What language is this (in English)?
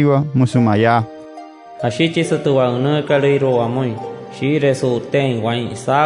Wayuu